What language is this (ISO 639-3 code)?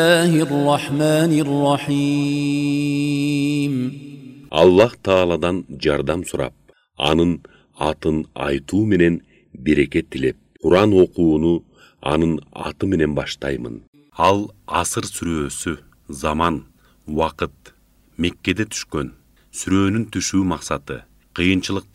kir